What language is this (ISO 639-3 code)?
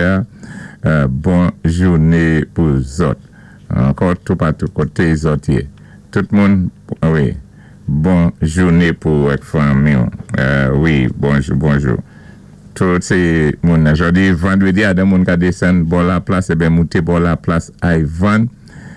acf